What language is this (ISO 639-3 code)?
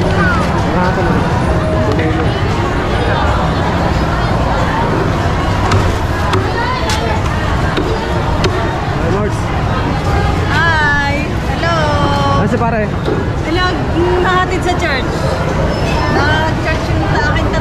fil